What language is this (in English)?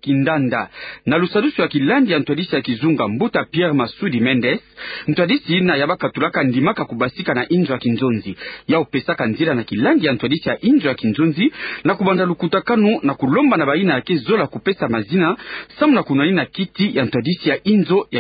Kituba (Democratic Republic of Congo)